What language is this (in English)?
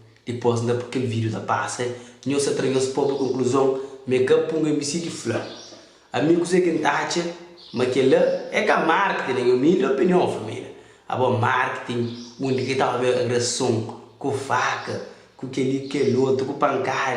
Kabuverdianu